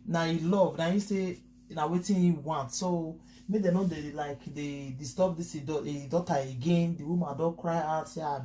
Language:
Nigerian Pidgin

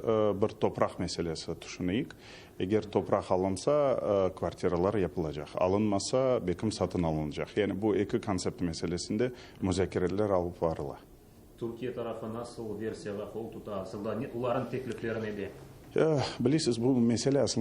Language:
Crimean Tatar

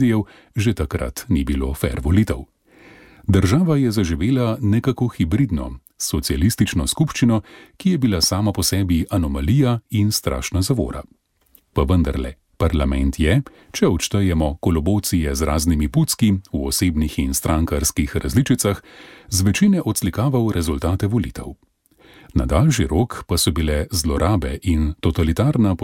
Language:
Slovenian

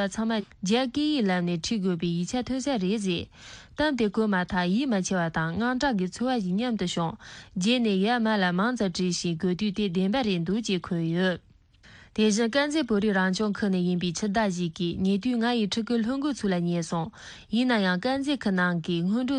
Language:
Tibetan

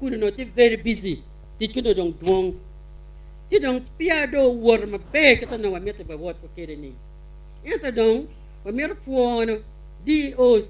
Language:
Acoli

